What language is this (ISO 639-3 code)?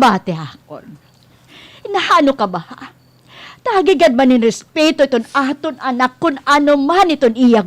war